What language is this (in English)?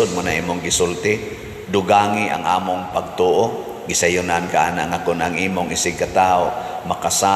Cebuano